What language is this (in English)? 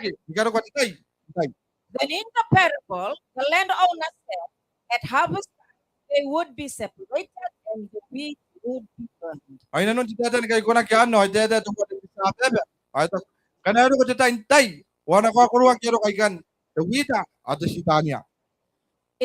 Gilbertese